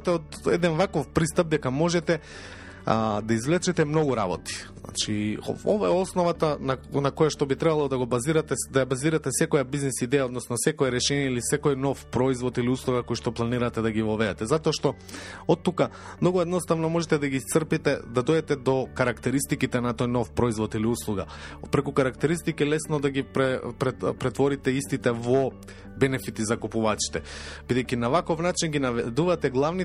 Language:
Macedonian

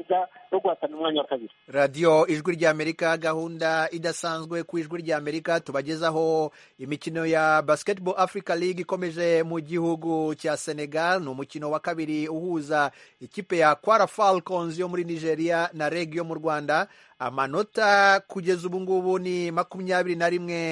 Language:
Kinyarwanda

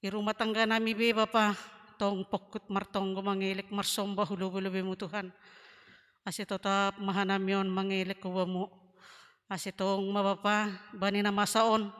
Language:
Batak Simalungun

